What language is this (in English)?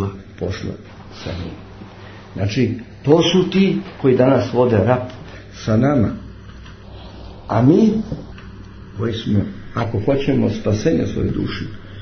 Serbian